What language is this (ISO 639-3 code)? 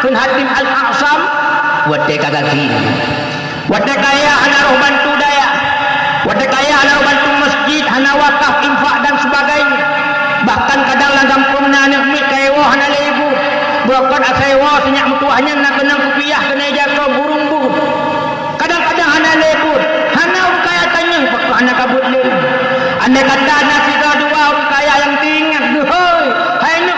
ace